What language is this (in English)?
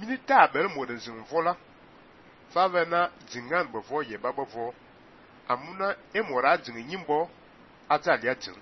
Fang